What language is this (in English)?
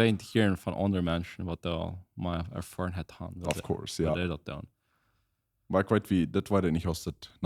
Plautdietsch